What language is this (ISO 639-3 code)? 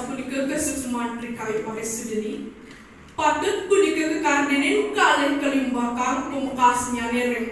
ban